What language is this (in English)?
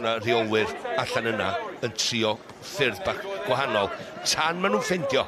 Welsh